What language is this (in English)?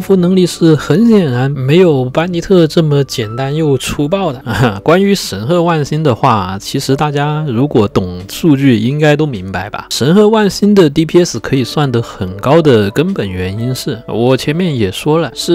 Chinese